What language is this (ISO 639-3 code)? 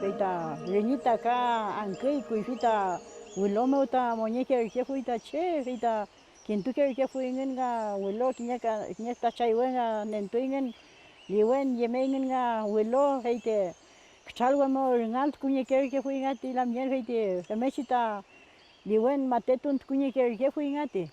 arn